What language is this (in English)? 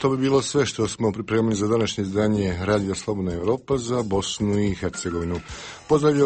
Bosnian